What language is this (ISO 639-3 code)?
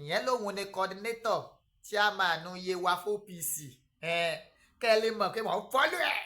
yor